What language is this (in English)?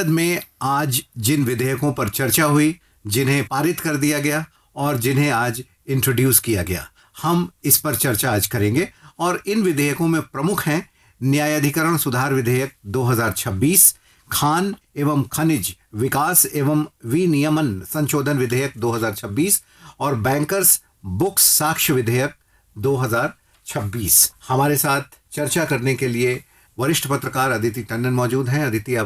Hindi